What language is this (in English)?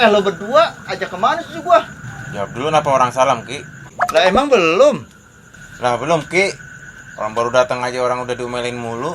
Betawi